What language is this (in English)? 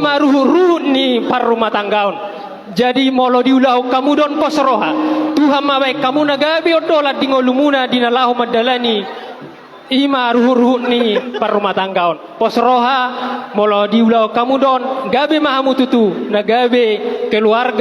Batak Toba